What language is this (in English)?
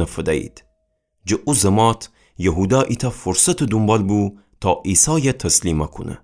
Gilaki